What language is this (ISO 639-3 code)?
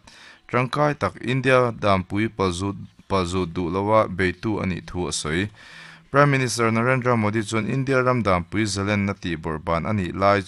lus